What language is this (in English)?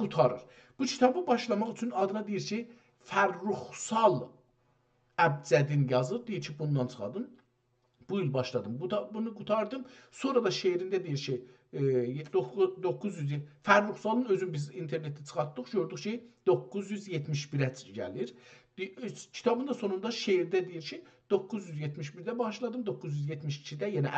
South Azerbaijani